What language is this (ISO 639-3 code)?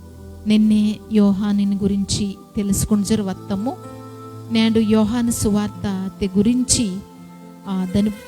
kff